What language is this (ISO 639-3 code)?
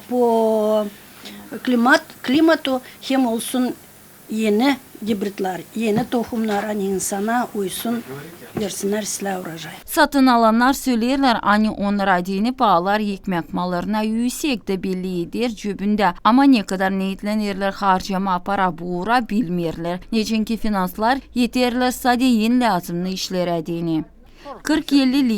gag